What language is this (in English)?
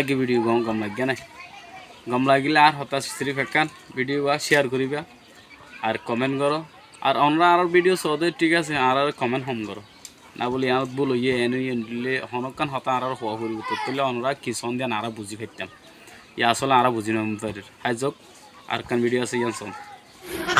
Rohingya